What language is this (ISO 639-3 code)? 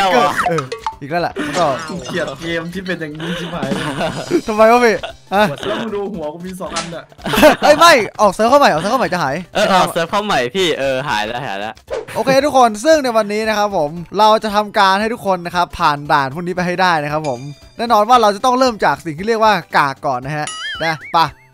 tha